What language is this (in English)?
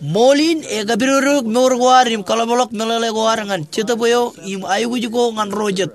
Marshallese